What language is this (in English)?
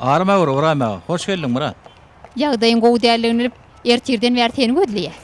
Turkmen